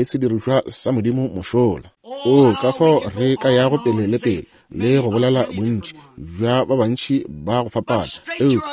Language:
Northern Sotho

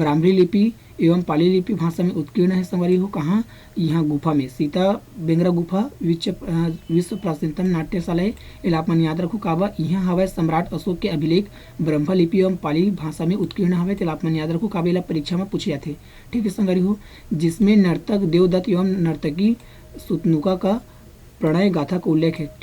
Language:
Chhattisgarhi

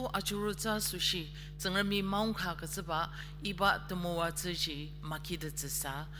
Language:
Ao Naga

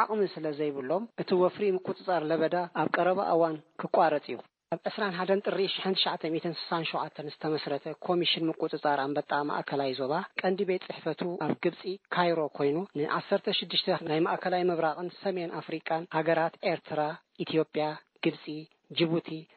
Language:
Tigrinya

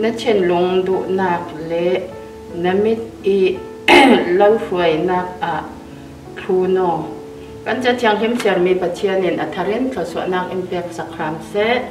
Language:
Falam Chin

